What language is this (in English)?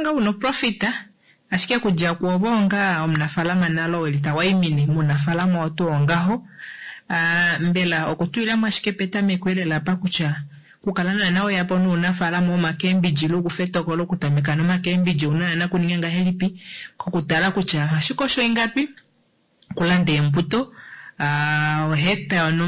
Kuanyama